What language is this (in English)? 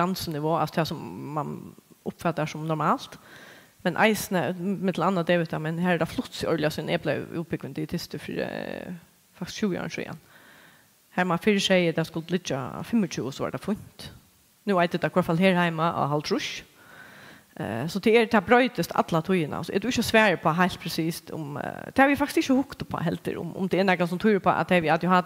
Faroese